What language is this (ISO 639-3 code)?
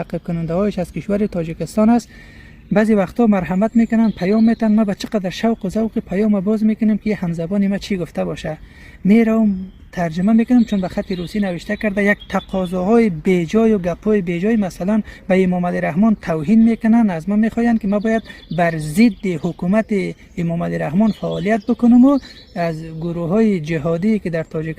fas